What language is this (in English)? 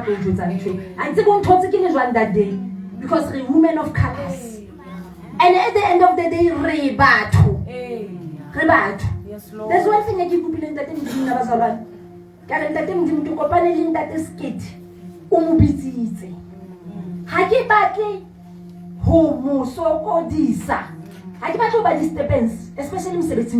Southern Sotho